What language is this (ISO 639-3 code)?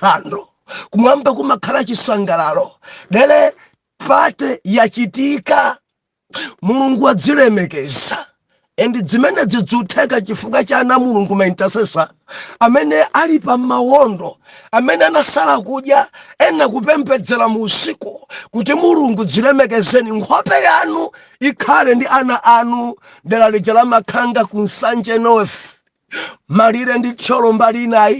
nya